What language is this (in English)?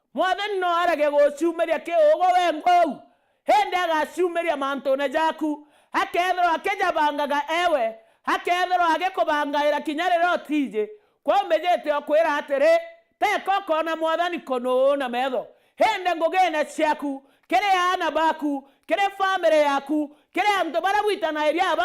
Meru